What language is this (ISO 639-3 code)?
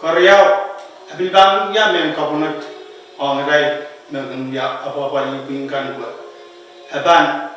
pon